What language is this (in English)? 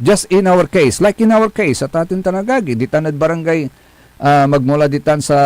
Pangasinan